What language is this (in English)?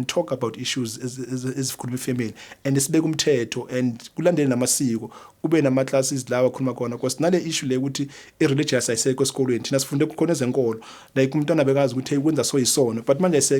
Zulu